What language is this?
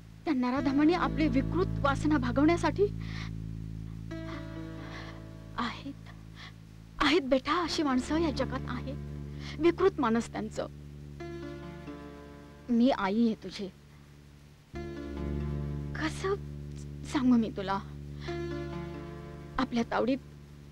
Marathi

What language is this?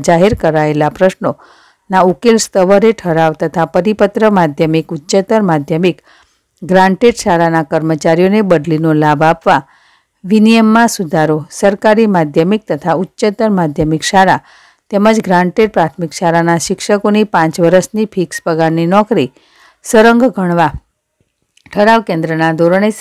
Gujarati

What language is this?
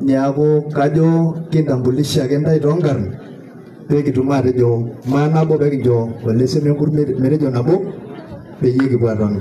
Masai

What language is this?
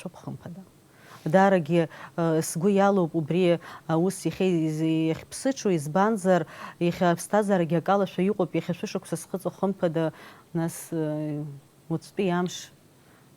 Abkhazian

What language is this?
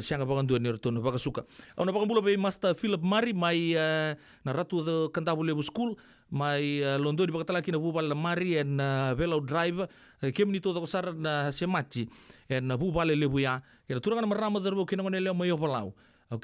Fijian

